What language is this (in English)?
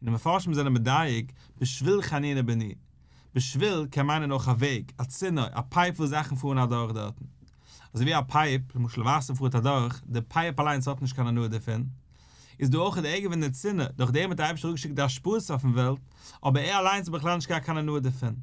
Yiddish